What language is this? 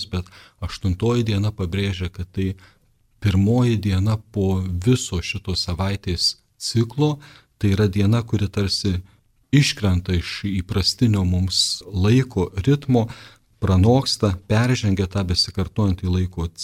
Lithuanian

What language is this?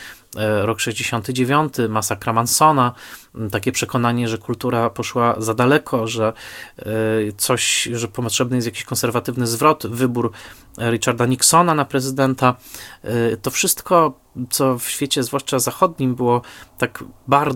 Polish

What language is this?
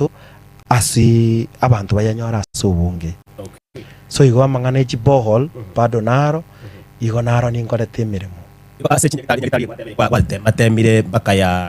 Gusii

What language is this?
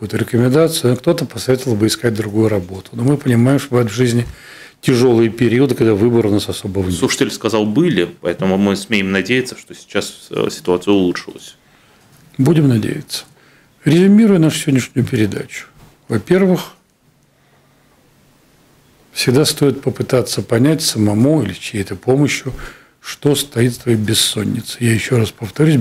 Russian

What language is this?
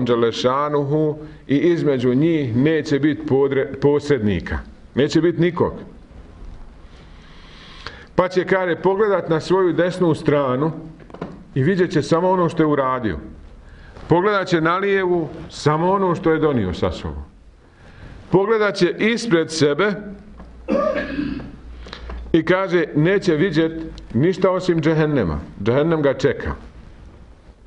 Bosnian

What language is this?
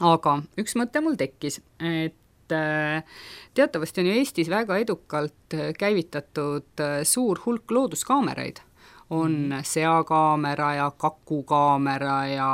Estonian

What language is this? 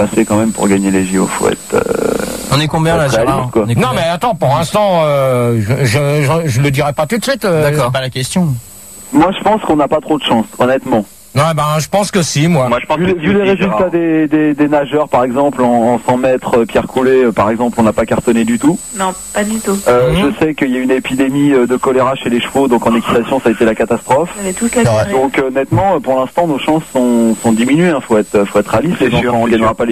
French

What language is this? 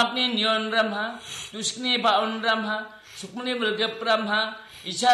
Garo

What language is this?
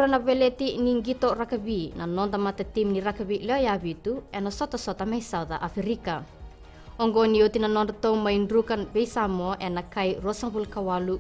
Fijian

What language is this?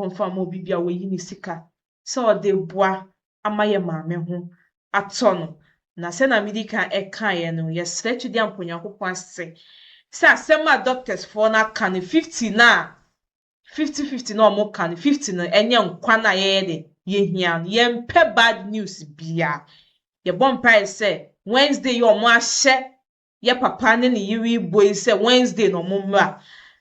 Akan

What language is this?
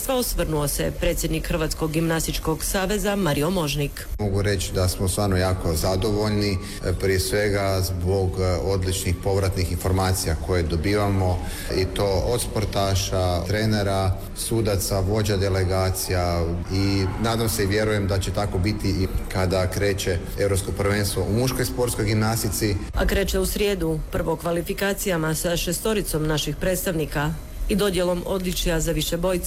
Croatian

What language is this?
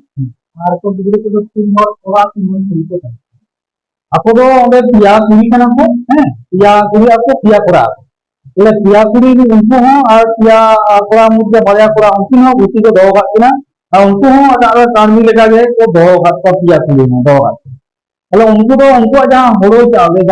Santali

